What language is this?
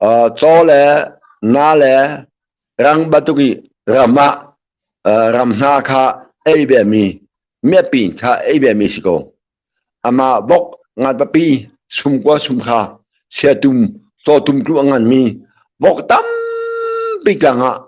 Hakha Chin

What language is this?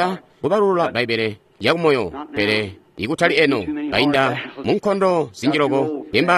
Tonga (Zambia)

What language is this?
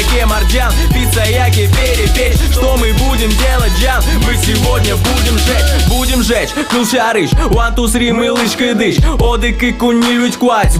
Udmurt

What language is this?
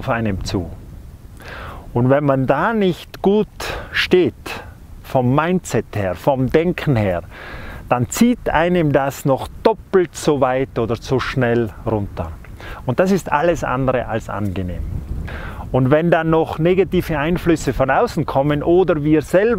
German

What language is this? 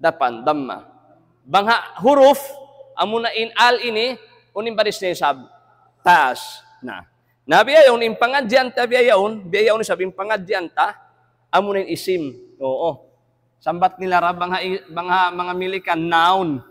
Tausug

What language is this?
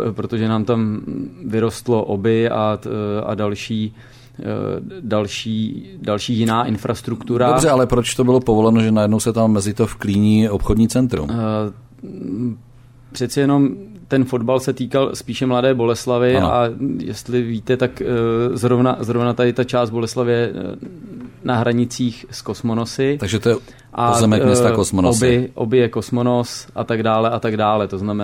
Czech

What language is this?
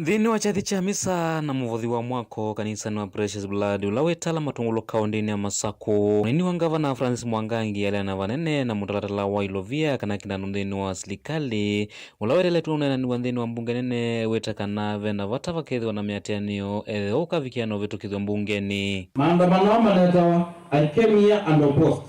Kamba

